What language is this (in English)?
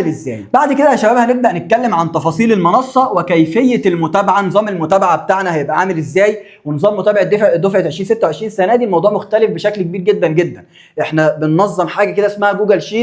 Egyptian Arabic